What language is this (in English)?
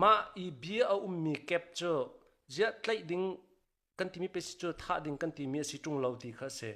Hakha Chin